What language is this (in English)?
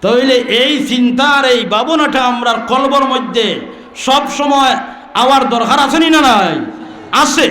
Sylheti